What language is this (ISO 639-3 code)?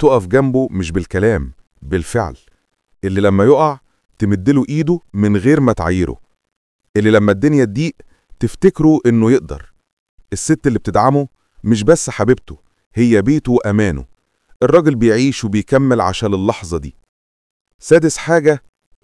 arz